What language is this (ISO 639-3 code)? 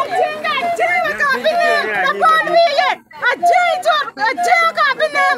ach